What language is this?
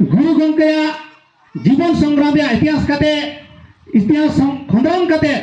Santali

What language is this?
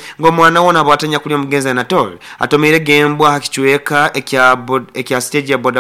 Nyoro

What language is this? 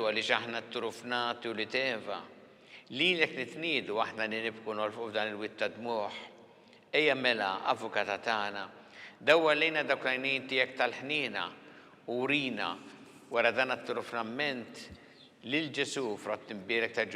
Maltese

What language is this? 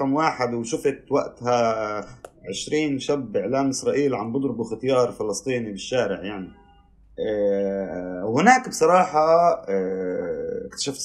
North Levantine Arabic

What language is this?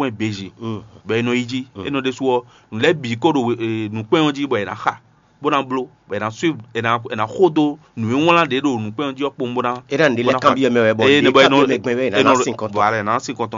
Fon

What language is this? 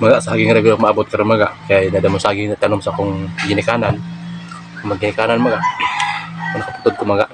Cebuano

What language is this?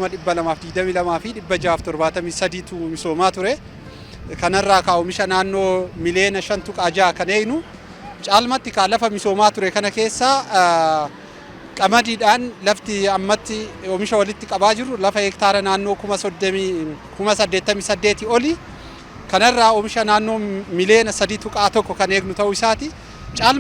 Oromo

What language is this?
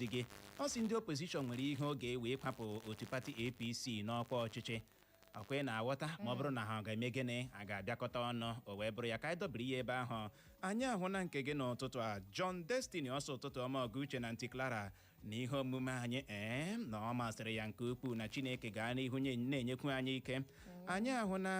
Igbo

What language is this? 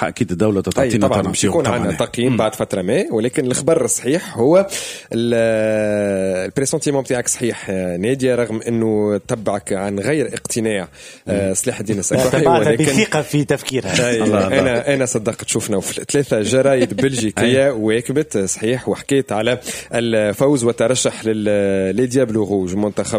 Tunisian Arabic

